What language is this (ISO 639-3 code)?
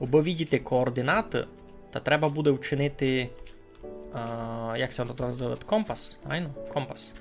rue